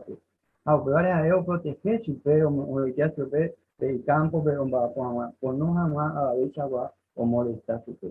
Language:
Guarani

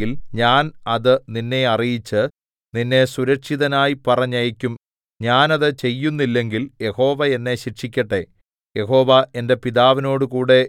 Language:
Malayalam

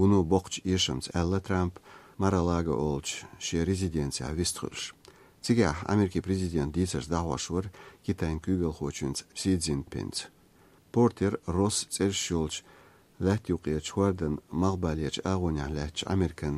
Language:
Chechen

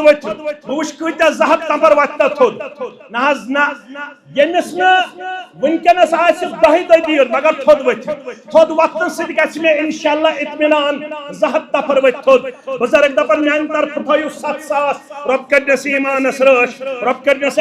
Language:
Kashmiri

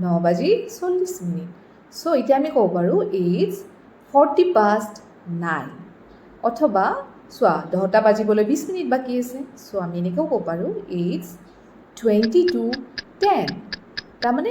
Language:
Assamese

